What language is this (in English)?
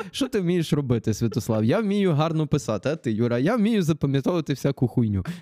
Ukrainian